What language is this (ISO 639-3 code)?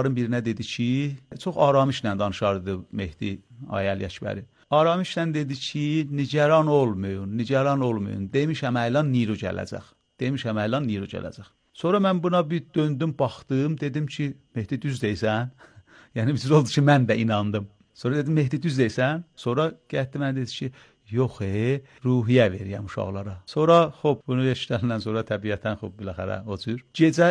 aze